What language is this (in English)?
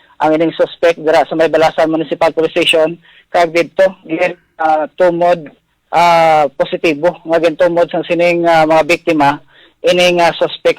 Hiligaynon